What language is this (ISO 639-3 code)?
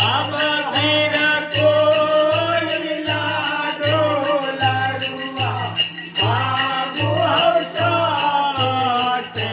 mai